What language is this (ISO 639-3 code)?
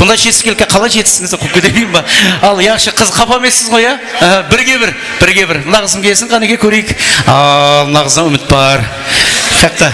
kaa